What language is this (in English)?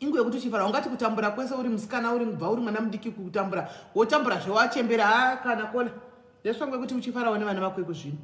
Shona